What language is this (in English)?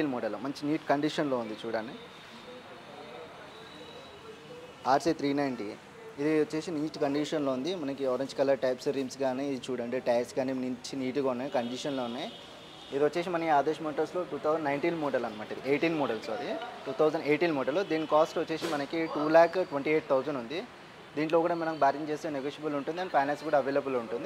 Telugu